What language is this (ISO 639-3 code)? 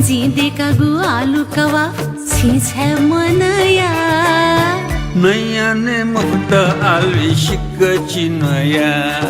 new